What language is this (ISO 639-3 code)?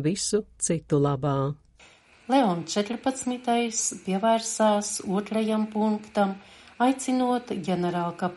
lav